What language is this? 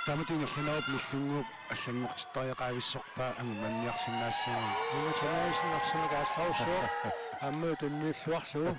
Kalaallisut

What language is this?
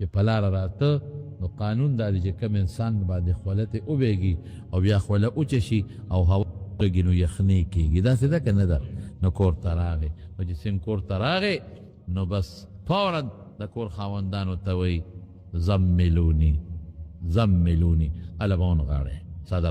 Pashto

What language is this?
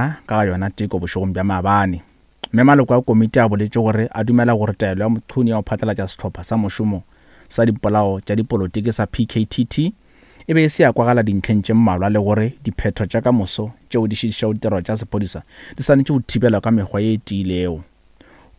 Northern Sotho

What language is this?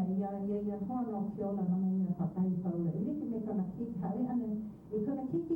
Hawaiian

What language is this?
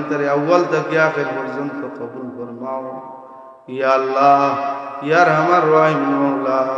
Sylheti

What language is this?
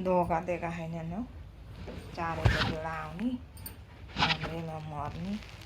Nepali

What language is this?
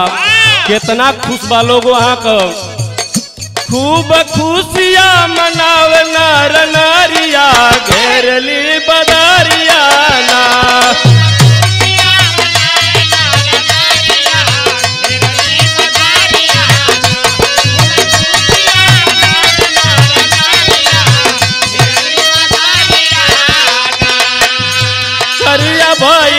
Bhojpuri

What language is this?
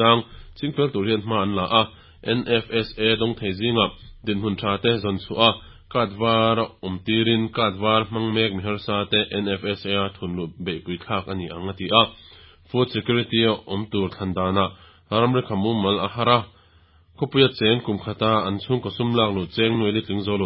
Mizo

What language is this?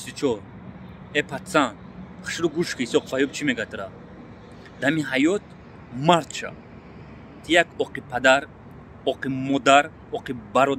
Tajik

